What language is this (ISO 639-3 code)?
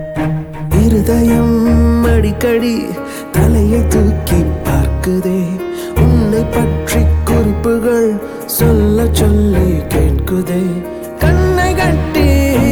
tam